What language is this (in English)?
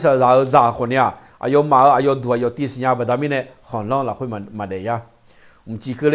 Akha